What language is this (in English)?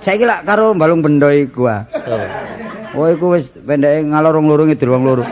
Javanese